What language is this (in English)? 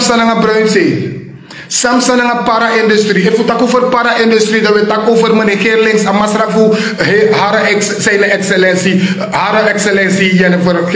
Sranan Tongo